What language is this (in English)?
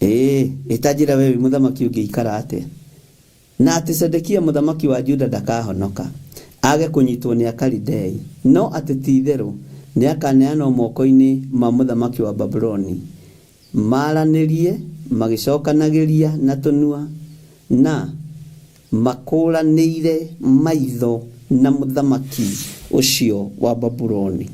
Kikuyu